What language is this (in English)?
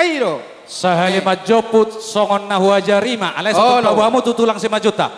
Batak Toba